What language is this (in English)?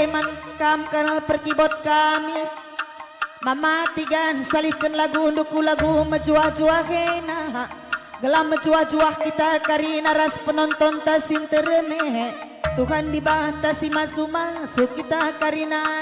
Batak Karo